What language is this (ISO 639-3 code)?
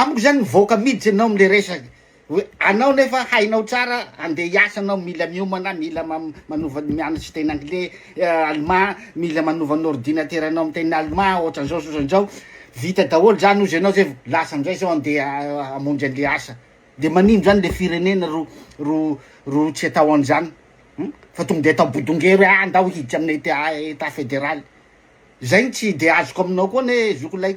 mlg